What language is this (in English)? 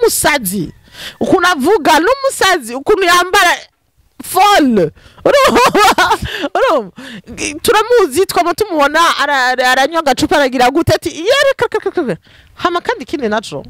Rundi